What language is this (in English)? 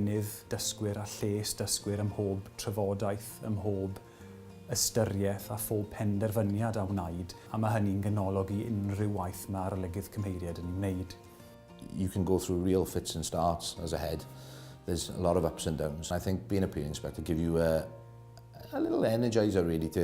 Welsh